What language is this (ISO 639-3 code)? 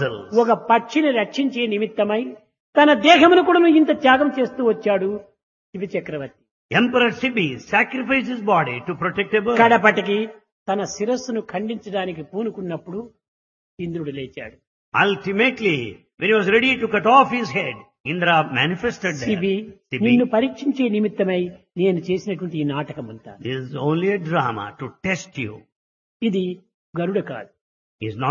tel